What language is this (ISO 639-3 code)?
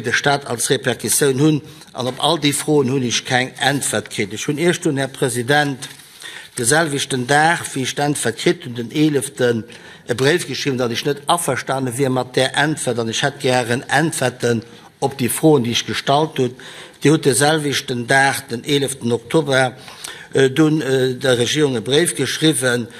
ltz